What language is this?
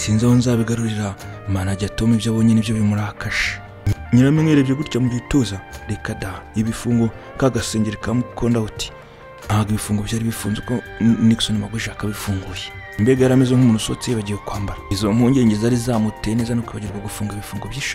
Kinyarwanda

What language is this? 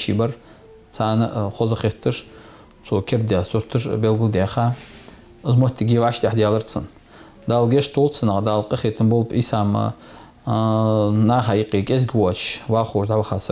Ingush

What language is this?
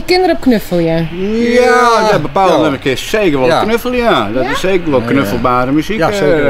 Western Frisian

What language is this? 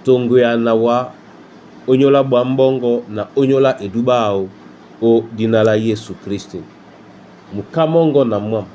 Duala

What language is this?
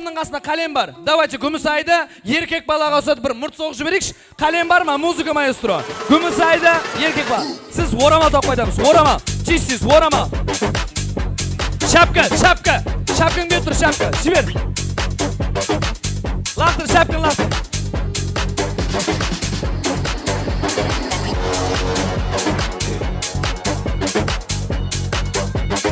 Kazakh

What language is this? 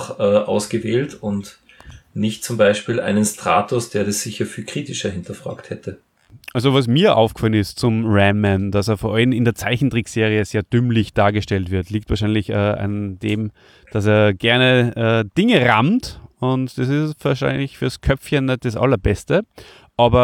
German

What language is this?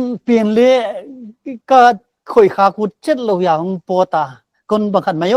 Paite Chin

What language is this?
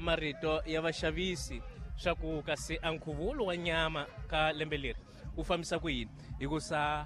Tsonga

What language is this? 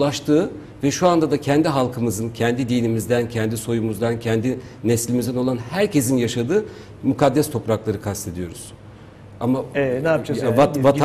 Turkish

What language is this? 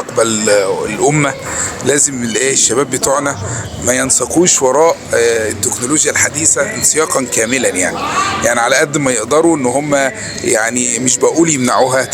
Egyptian Arabic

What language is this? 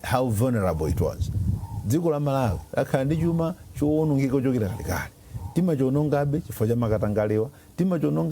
Nyanja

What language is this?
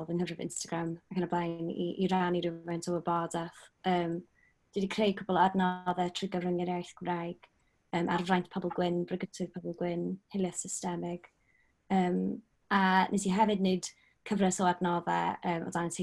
Welsh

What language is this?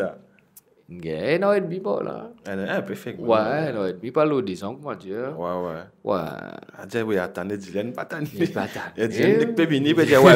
Morisyen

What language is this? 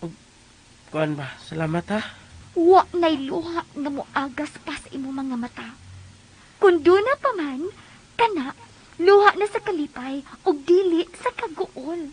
Cebuano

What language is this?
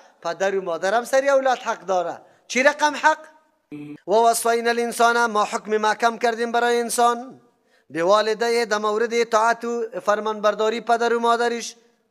Persian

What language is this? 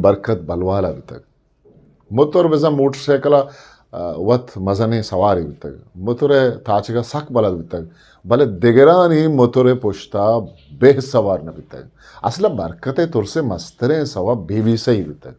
Eastern Balochi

